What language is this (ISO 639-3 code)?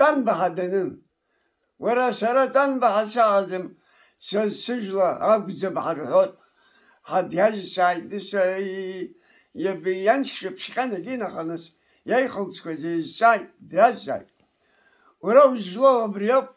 abk